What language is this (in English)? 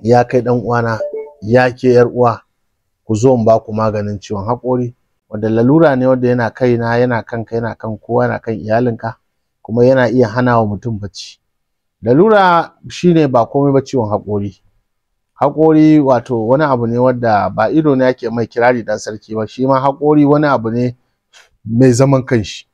Hausa